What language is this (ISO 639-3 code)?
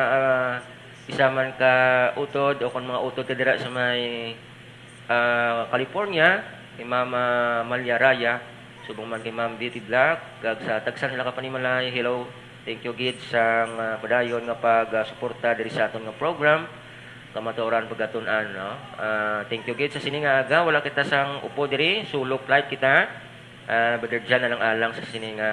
hil